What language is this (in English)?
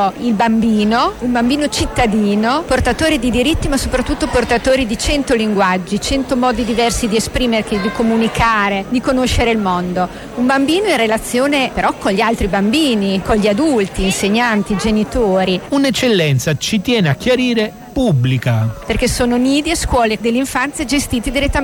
Italian